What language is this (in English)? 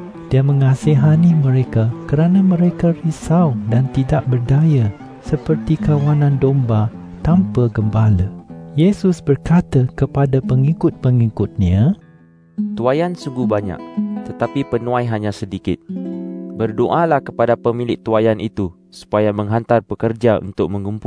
Malay